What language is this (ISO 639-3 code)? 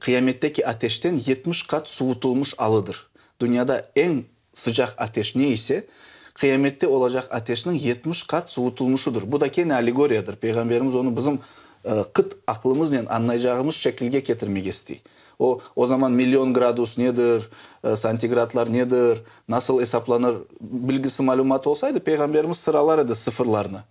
crh